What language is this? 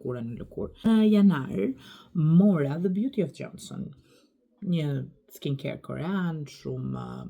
Albanian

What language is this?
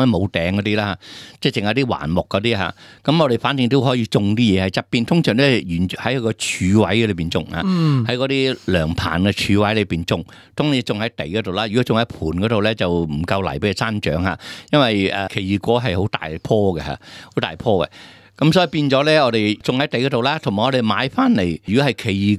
Cantonese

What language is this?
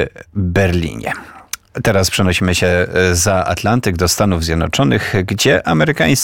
Polish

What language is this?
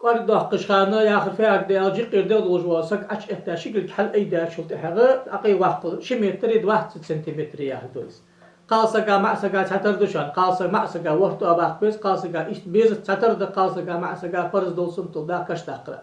Ingush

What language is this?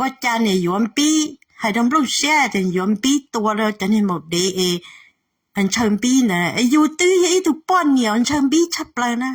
Hmong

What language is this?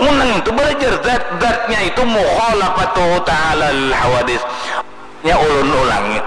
Banjar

